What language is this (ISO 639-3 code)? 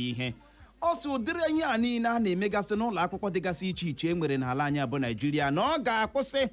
ibo